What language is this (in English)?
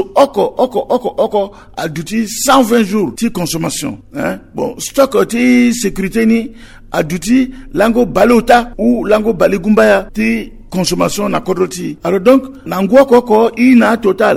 Sango